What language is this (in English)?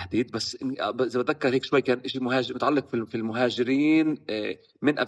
North Levantine Arabic